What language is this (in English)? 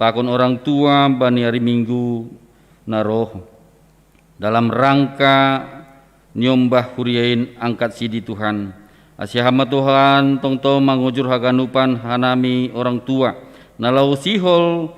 Batak Simalungun